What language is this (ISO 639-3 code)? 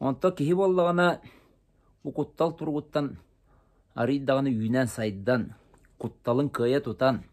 sah